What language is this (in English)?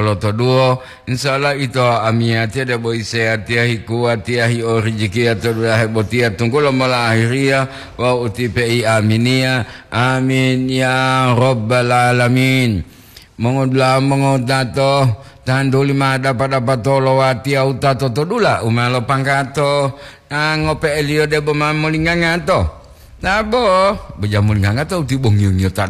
Gorontalo